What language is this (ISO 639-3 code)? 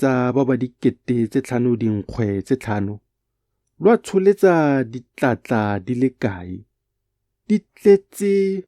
tsn